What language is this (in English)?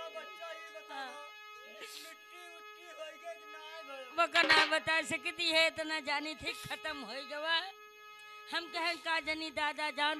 Bhojpuri